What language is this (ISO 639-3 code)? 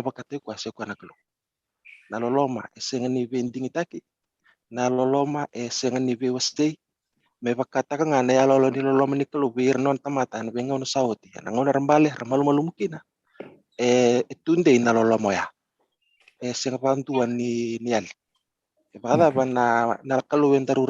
fij